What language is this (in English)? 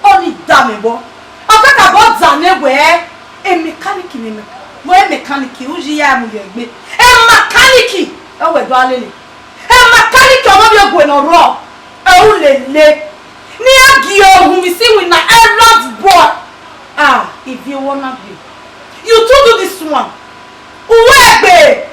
Bini